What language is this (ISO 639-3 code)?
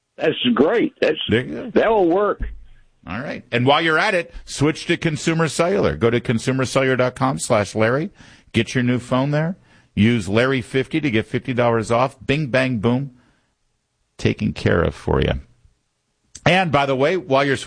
eng